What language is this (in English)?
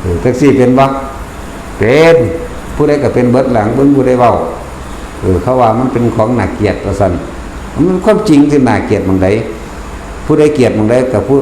Northeastern Thai